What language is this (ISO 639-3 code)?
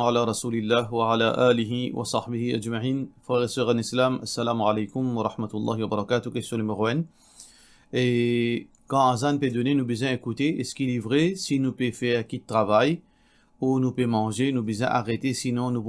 mfe